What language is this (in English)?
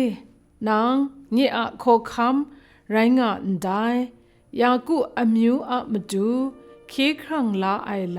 Kachin